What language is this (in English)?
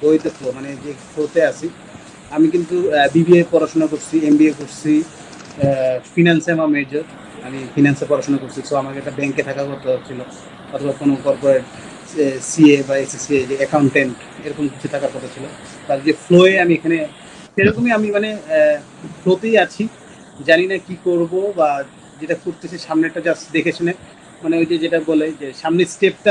Bangla